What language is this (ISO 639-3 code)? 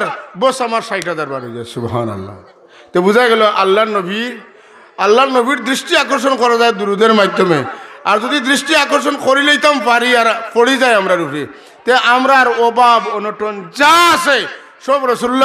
syl